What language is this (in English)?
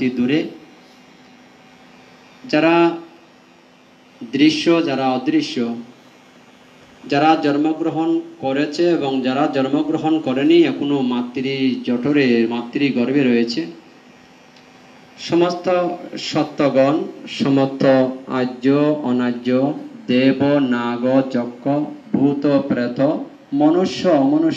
Bangla